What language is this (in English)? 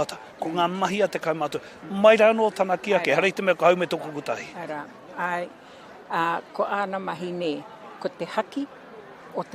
Māori